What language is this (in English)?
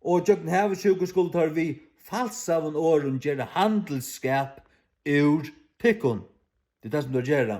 Faroese